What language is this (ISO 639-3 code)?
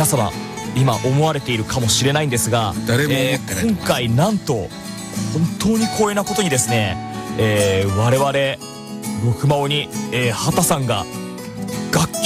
jpn